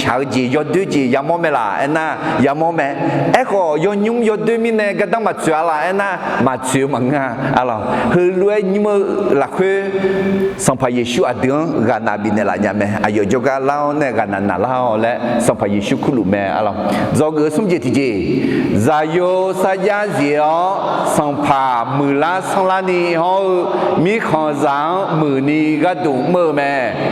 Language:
Akha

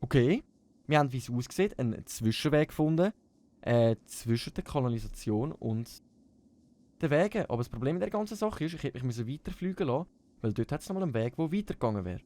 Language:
Swiss German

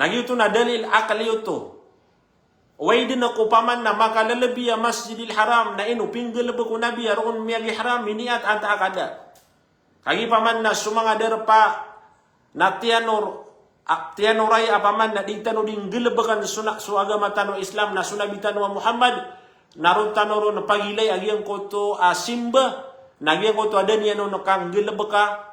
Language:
Maranao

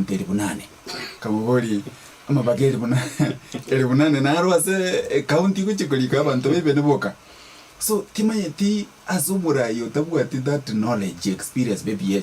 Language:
Gusii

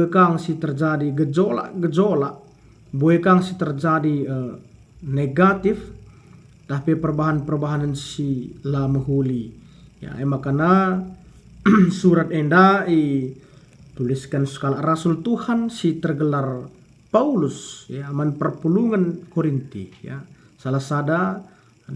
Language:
Batak Karo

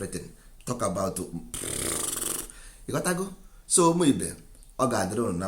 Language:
Igbo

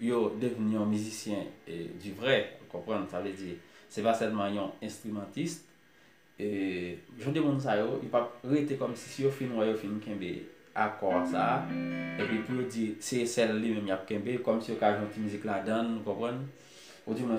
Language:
Haitian Creole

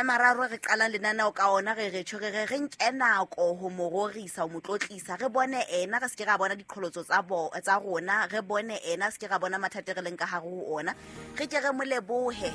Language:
Southern Sotho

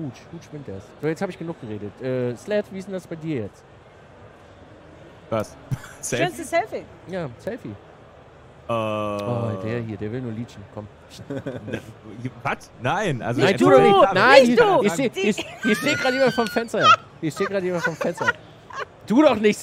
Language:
German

